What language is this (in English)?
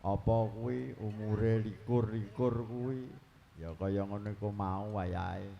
Javanese